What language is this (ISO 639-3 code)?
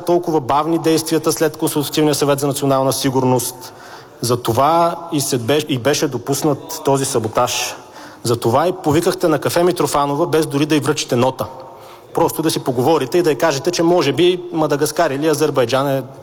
bul